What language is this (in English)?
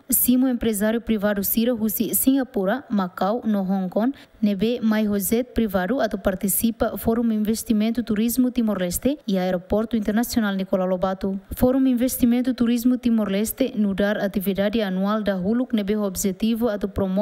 Tetum